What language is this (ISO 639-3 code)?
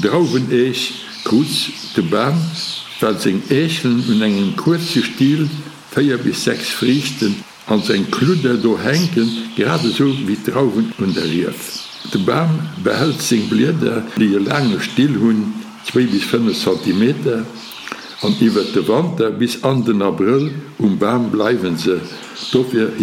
ltz